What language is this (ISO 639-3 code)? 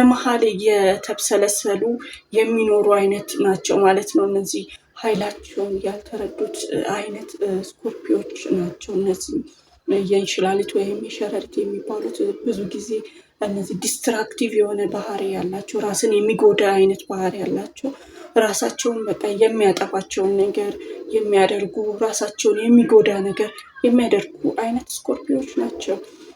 amh